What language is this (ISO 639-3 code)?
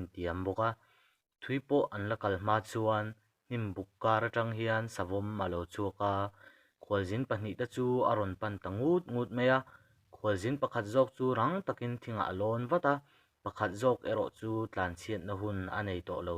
lus